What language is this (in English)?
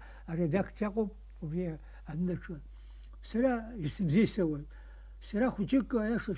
Abkhazian